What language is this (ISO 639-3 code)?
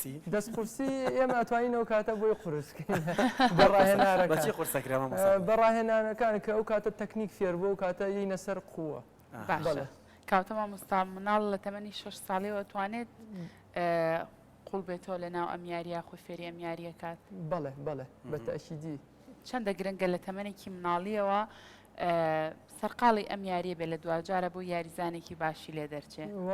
ckb